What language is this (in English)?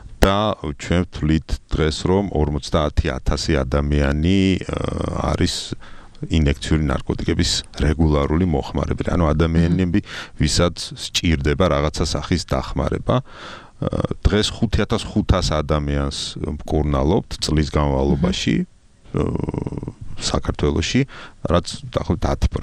Georgian